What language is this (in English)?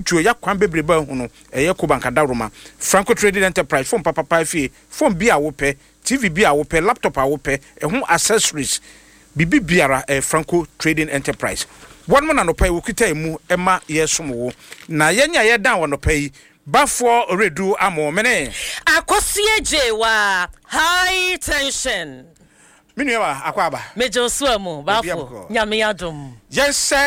Akan